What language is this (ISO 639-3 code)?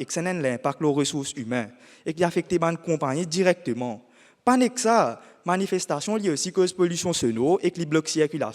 mfe